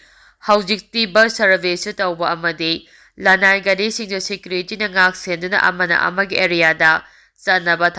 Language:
Manipuri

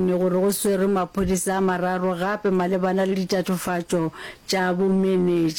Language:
Northern Sotho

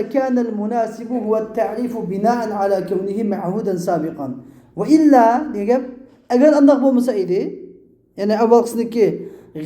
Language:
Uyghur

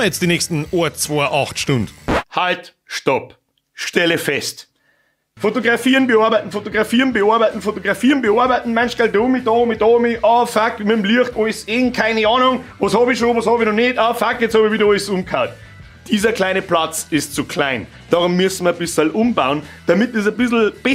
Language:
Bavarian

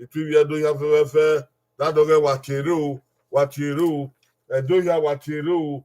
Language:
Bini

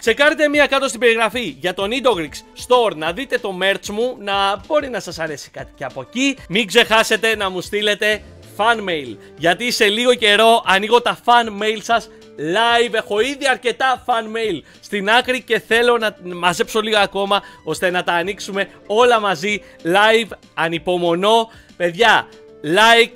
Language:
Greek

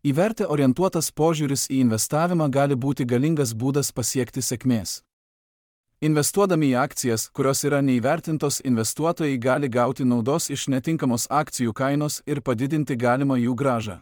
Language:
Lithuanian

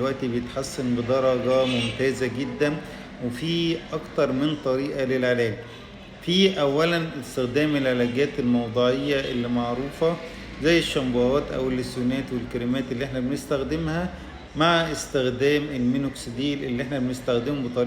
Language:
Egyptian Arabic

